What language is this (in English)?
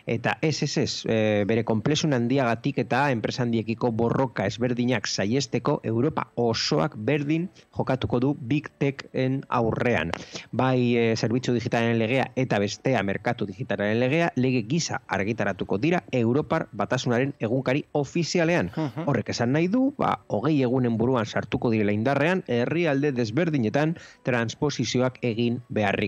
Basque